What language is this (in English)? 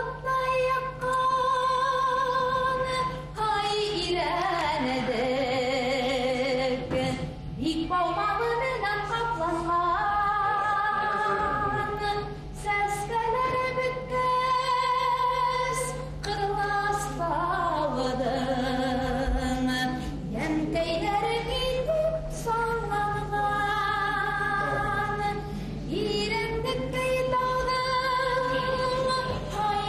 Bashkir